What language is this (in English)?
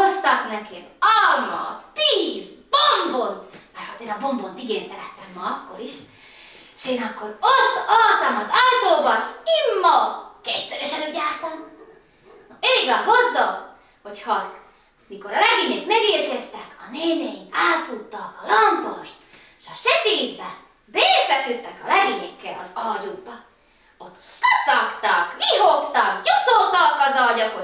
Hungarian